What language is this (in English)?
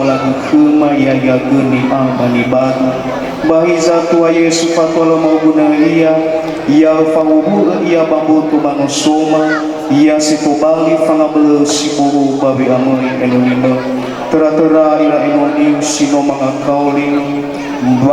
Nias